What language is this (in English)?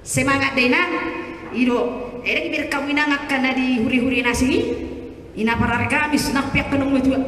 Batak Toba